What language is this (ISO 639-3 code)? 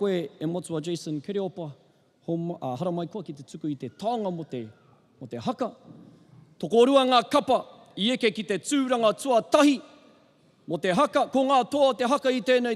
mri